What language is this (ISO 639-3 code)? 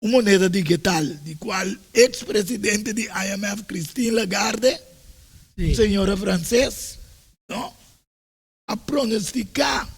pap